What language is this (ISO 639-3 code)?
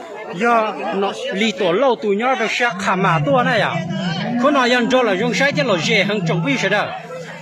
hmn